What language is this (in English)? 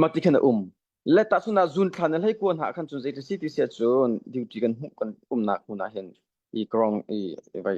Hakha Chin